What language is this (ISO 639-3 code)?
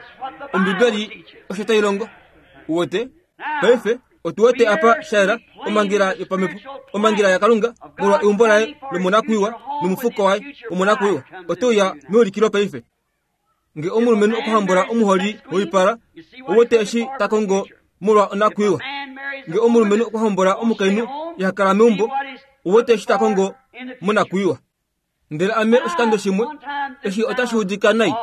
kua